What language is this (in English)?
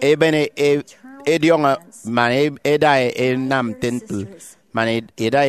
Efik